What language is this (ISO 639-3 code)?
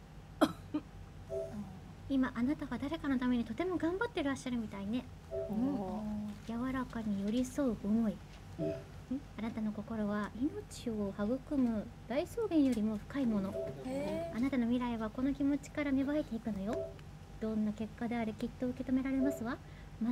jpn